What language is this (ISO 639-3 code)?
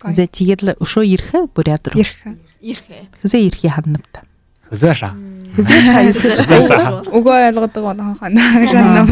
bua